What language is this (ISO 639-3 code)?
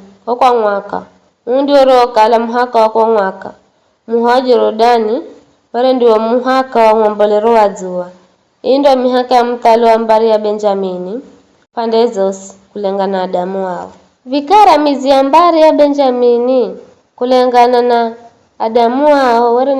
nyf